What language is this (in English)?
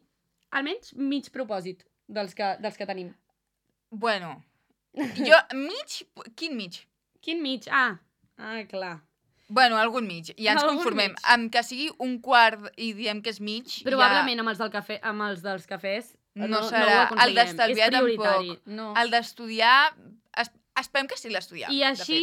Catalan